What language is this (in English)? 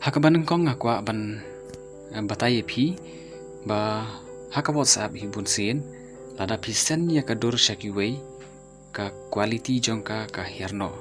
Khasi